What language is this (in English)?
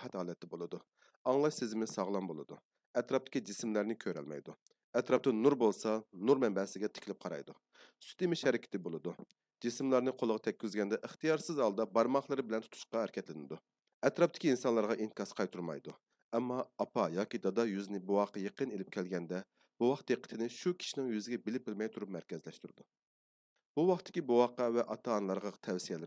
Uyghur